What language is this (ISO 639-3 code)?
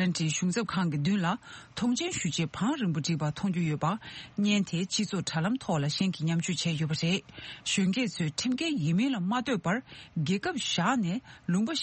bod